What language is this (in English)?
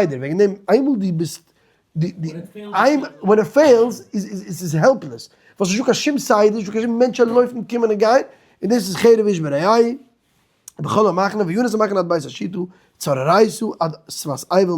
Yiddish